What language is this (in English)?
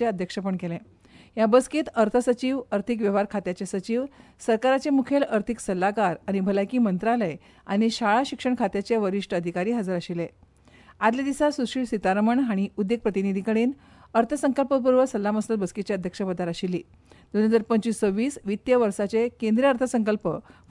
Konkani